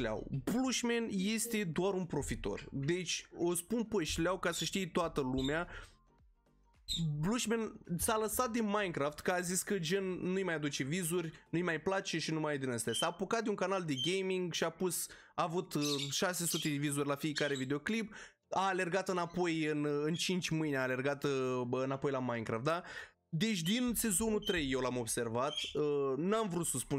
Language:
Romanian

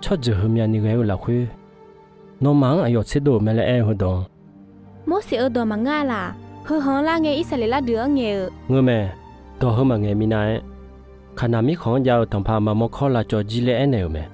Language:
Akha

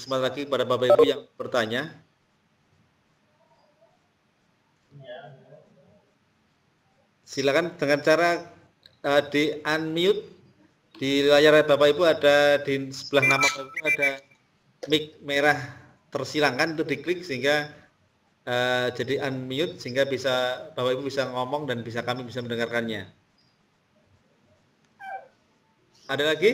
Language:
Indonesian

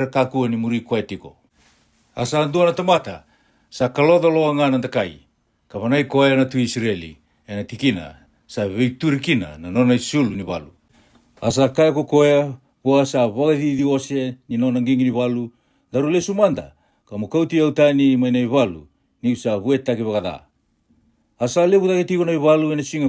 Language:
Fijian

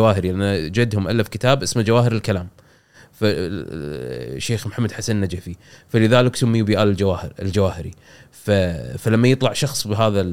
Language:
Gulf Arabic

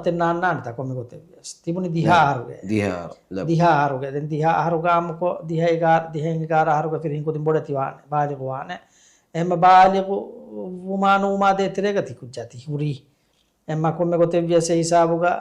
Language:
Divehi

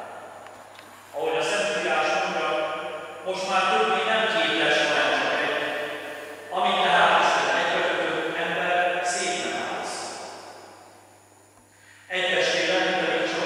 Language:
Hungarian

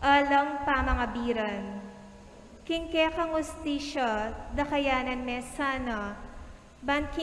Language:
Pampanga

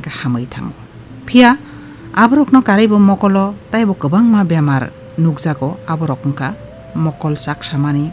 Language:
Kok Borok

